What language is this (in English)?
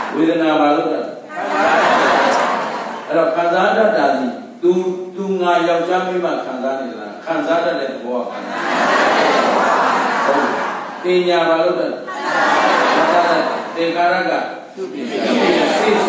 Burmese